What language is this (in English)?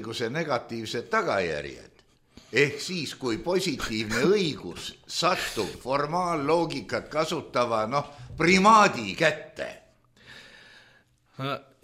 Estonian